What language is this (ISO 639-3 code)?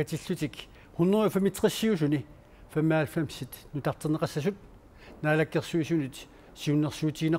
kal